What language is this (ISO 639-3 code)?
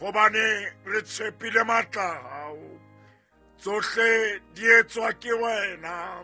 sot